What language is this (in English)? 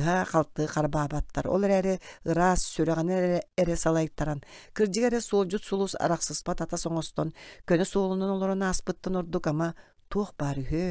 Yakut